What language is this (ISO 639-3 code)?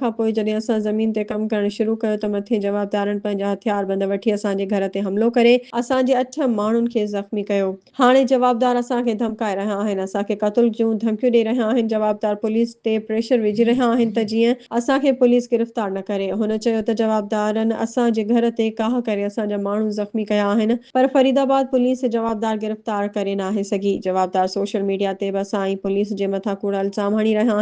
snd